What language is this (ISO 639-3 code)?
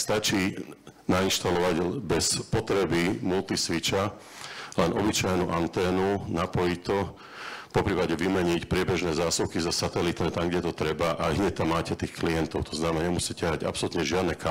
slk